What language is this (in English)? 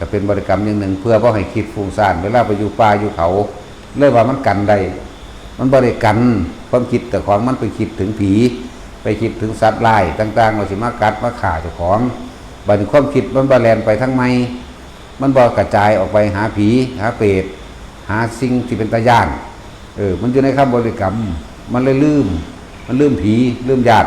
Northeastern Thai